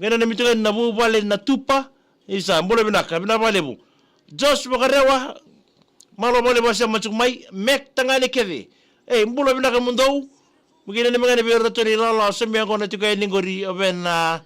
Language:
Fijian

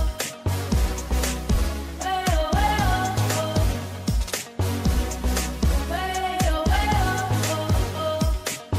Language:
Indonesian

